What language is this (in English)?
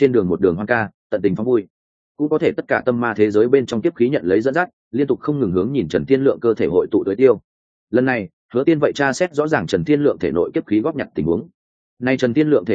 Vietnamese